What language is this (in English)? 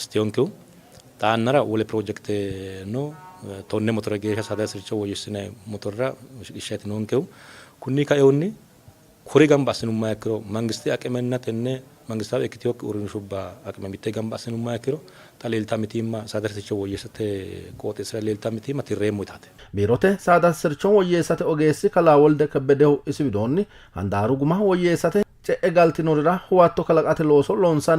Sidamo